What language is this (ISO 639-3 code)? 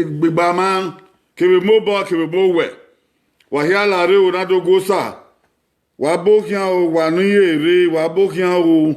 bin